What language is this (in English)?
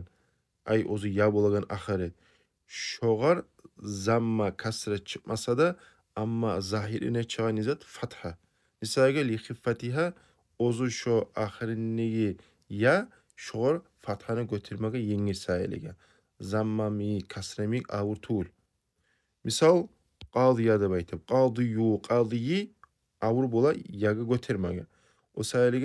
Kumyk